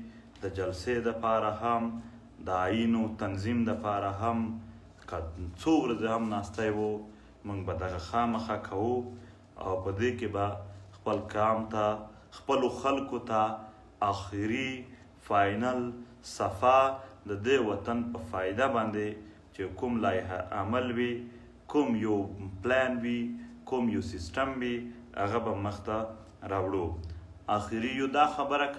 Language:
Pashto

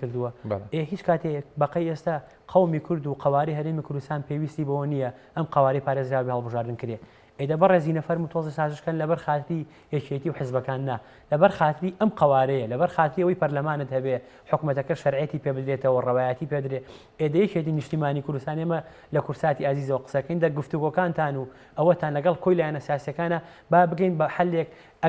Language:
Central Kurdish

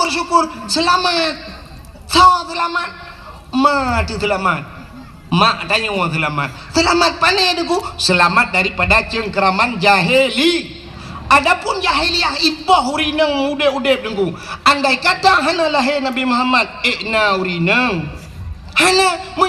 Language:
Achinese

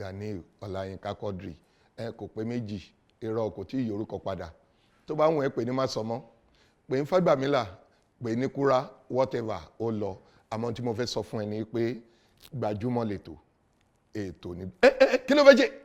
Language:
Yoruba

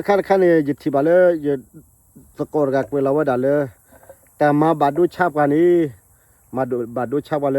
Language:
S'gaw Karen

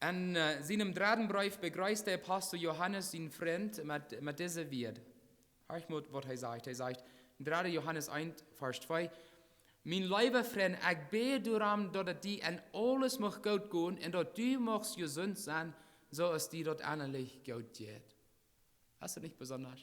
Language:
Plautdietsch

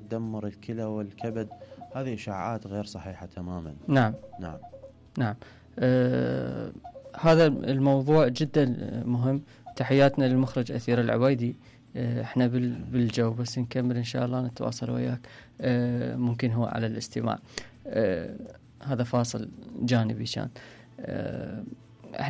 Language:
Mesopotamian Arabic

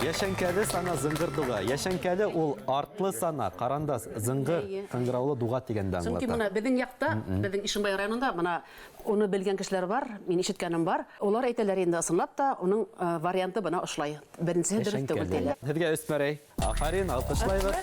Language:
Bashkir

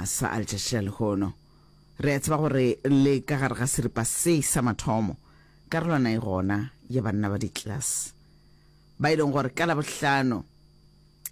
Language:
Northern Sotho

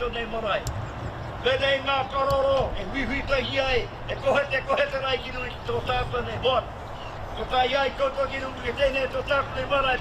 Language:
Māori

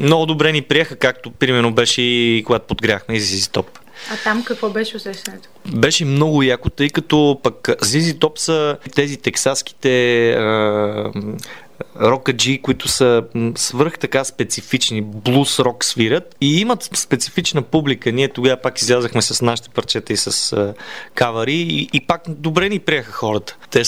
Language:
Bulgarian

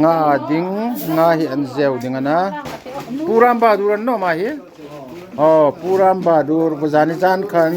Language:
Hmar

